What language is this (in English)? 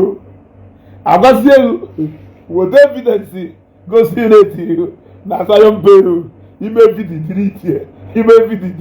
Igbo